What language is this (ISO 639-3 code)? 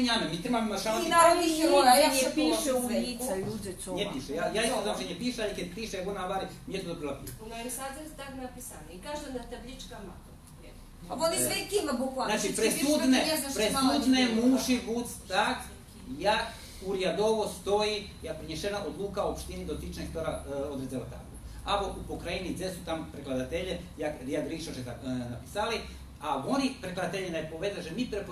rue